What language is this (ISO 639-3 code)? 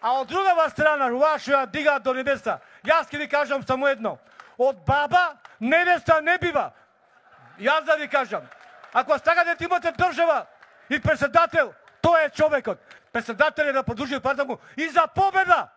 mkd